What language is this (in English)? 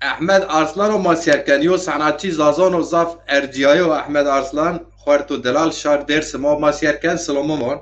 Zaza